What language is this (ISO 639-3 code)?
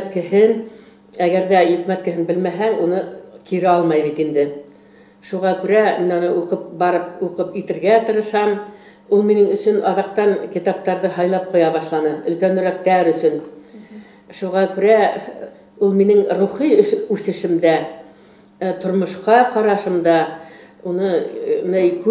bak